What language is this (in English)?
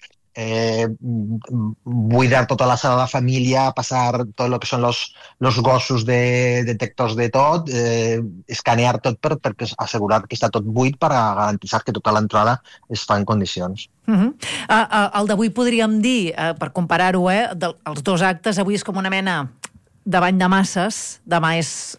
Catalan